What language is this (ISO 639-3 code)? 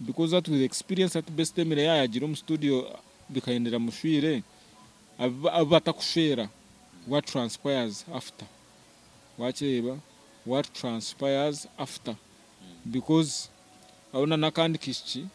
nyn